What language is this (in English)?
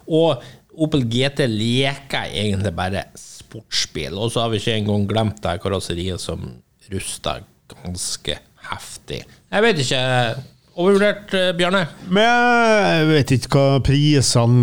Norwegian